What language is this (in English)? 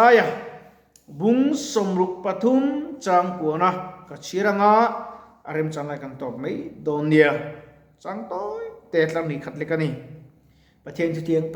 Mizo